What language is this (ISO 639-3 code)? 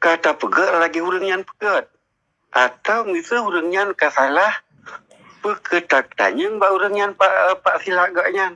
ace